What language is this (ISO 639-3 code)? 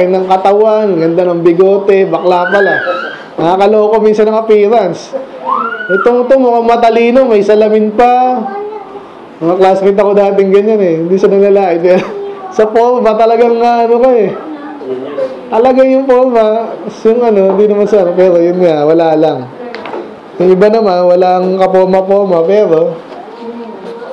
fil